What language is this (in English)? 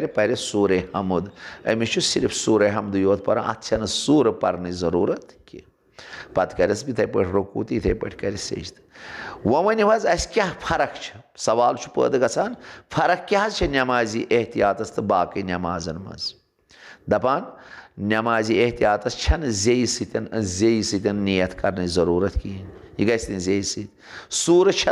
Kashmiri